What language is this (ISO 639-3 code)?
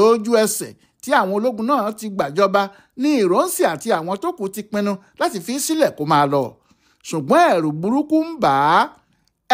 yor